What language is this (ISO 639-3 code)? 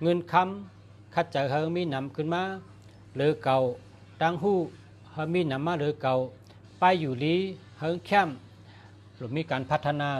shn